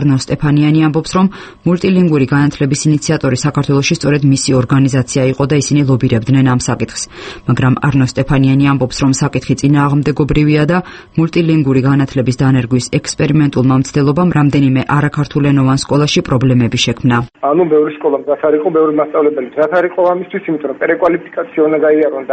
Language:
Georgian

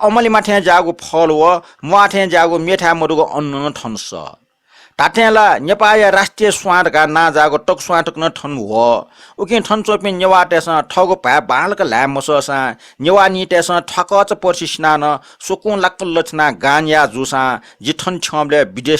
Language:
Newari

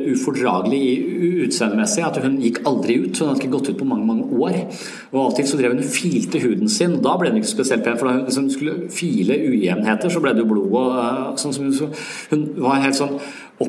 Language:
Norwegian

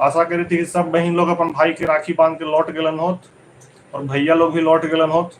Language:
Magahi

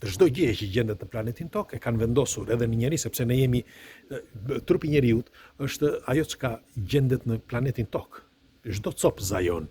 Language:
Albanian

